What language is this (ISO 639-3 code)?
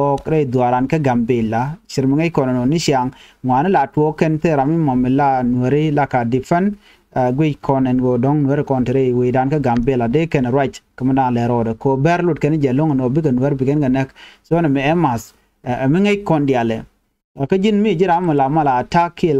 nus